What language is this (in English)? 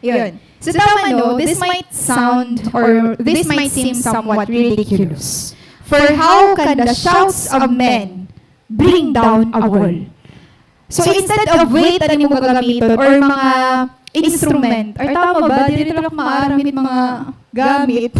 Waray